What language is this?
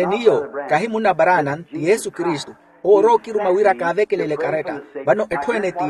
Makhuwa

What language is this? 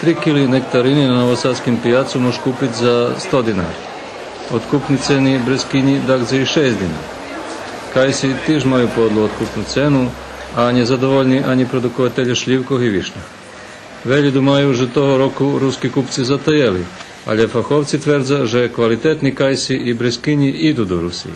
Rusyn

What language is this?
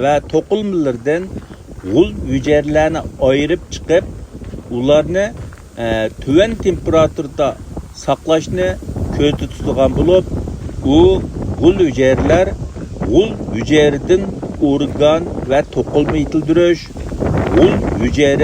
Uyghur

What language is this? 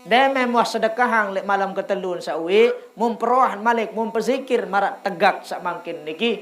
Sasak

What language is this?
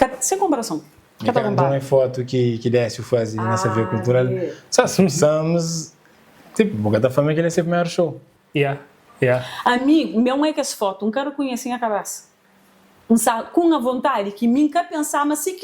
Kabuverdianu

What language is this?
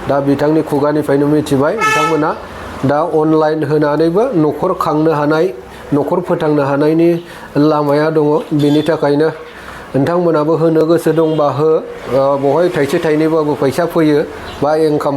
Bodo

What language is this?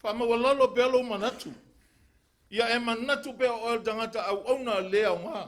Samoan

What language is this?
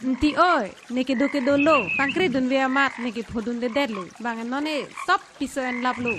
Karbi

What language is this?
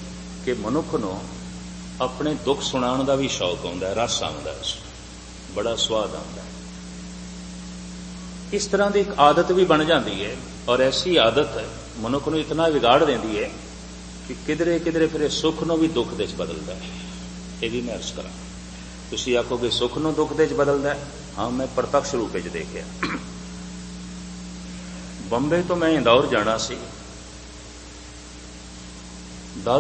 Punjabi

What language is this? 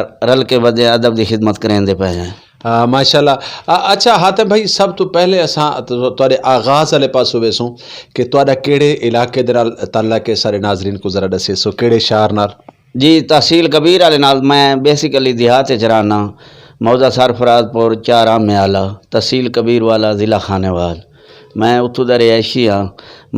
Saraiki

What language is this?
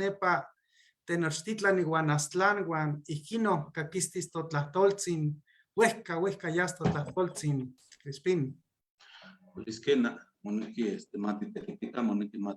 Eastern Huasteca Nahuatl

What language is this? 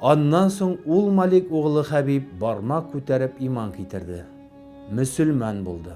Tatar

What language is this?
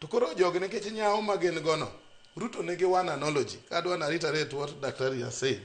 Luo (Kenya and Tanzania)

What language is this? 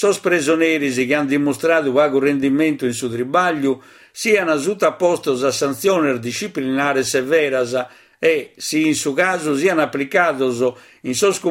Sardinian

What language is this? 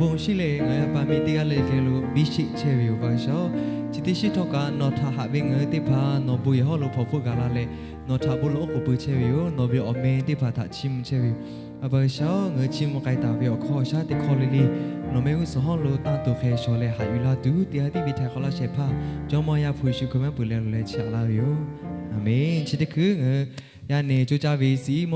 Lahu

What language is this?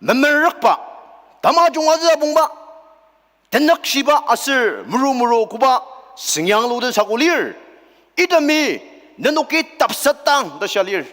Ao Naga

